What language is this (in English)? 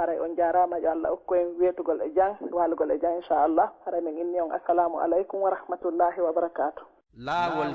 Fula